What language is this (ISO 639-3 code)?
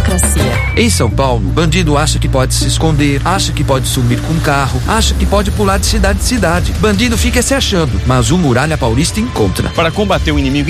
por